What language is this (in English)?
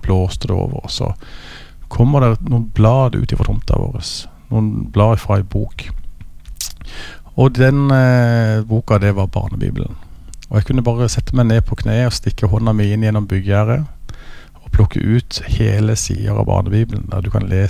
Norwegian